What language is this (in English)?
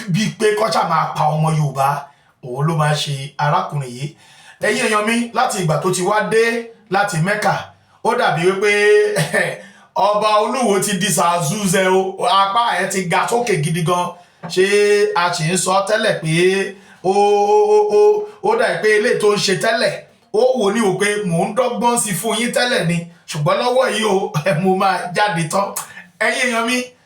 Yoruba